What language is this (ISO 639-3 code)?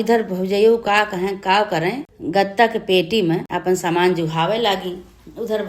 awa